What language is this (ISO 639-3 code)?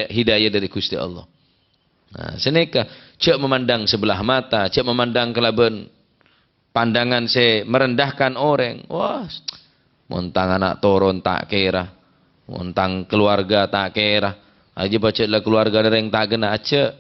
mad